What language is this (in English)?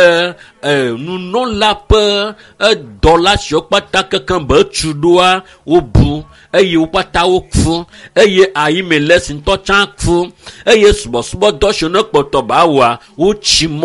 Ewe